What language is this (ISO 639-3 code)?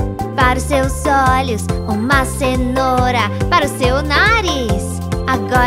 por